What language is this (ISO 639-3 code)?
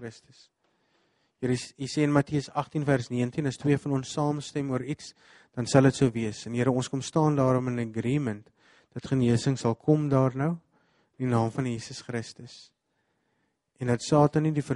afr